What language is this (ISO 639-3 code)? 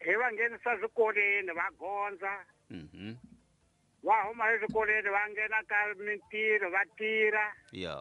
tso